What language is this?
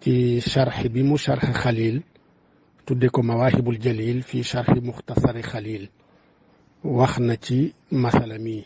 Wolof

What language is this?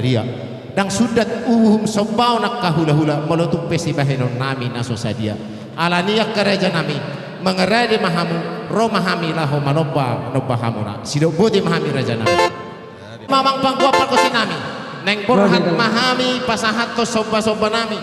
Batak Toba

